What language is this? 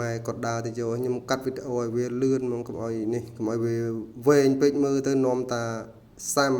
Khmer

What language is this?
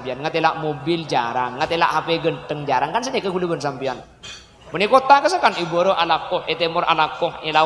Madurese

